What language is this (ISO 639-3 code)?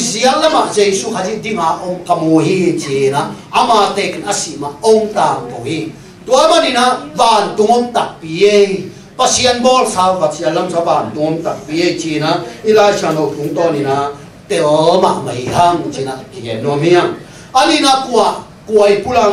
ctd